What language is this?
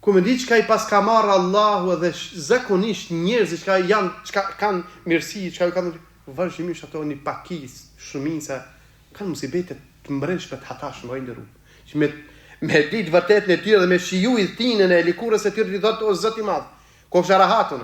Albanian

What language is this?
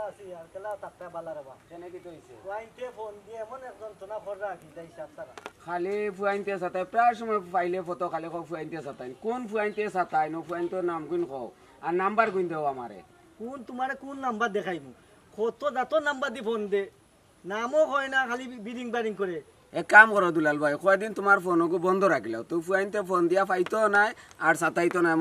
Sylheti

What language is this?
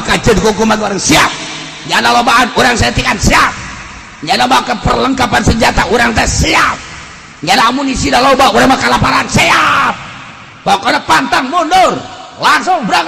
Sundanese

